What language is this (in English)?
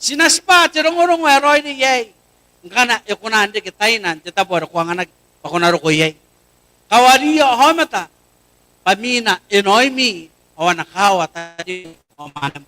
Gilbertese